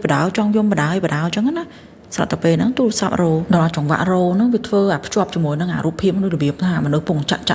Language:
Khmer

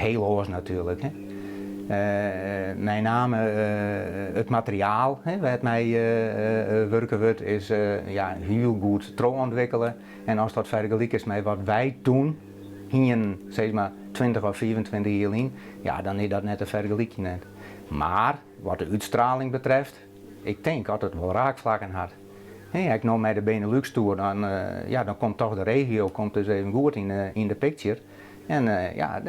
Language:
Western Frisian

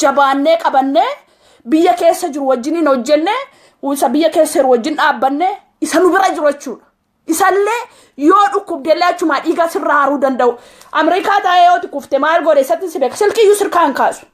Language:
Oromo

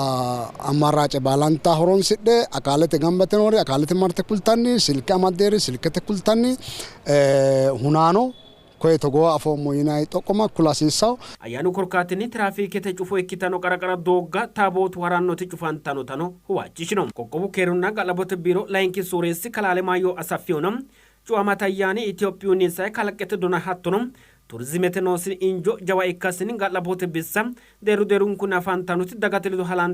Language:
Sidamo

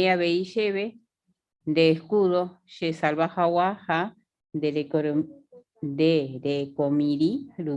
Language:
Guarani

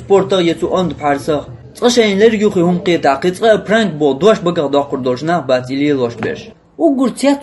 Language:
Chechen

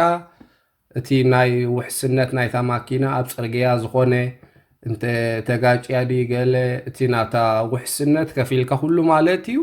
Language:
Tigrinya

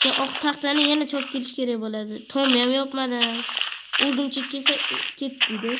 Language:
Uzbek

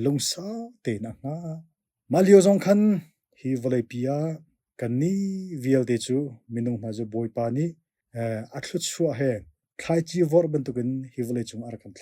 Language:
Hakha Chin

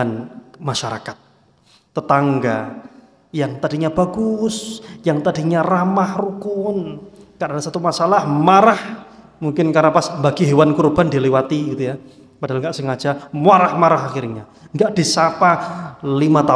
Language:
Indonesian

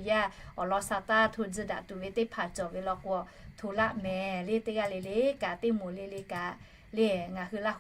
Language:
Lahu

